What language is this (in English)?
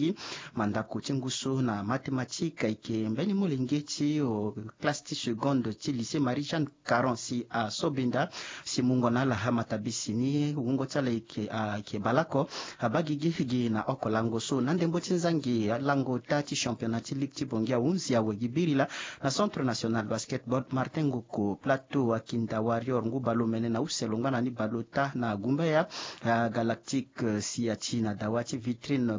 Sango